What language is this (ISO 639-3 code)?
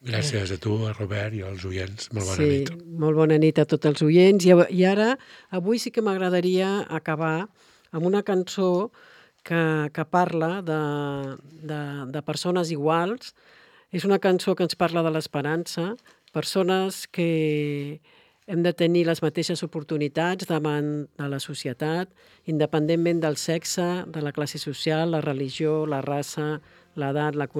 cat